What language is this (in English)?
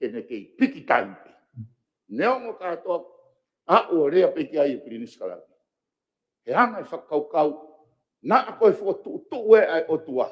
Tongan